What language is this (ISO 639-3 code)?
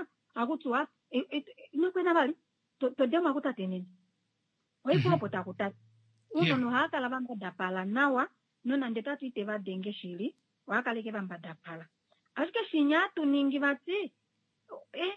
kua